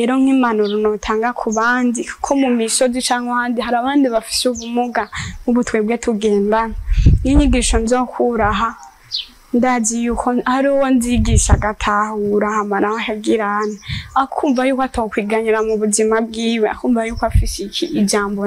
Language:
Rundi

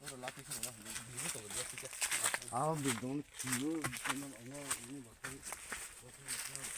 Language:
Kok Borok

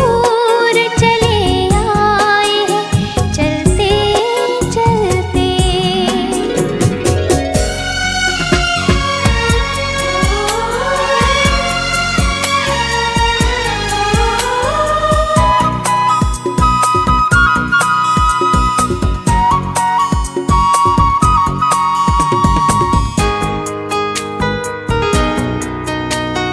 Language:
Hindi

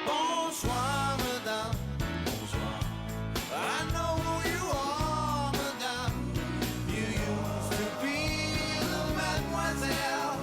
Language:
Kalaallisut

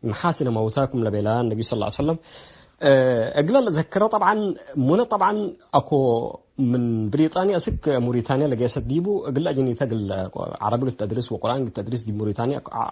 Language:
Tigre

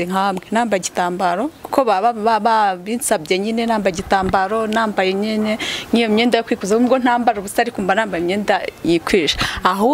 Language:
Kinyarwanda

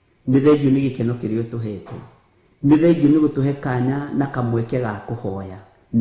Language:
Kikuyu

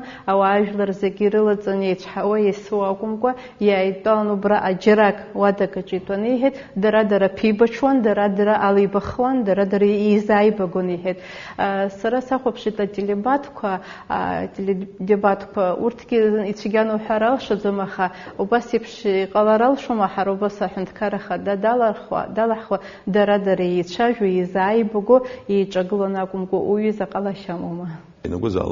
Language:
Abkhazian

